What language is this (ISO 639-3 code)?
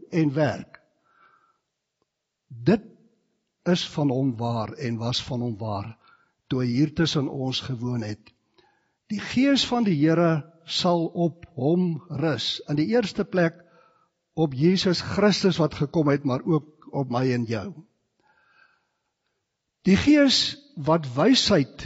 afr